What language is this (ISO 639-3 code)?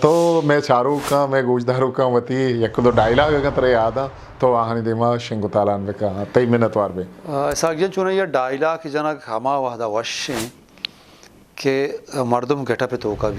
bgp